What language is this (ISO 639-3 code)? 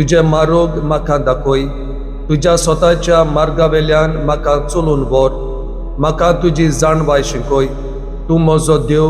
kok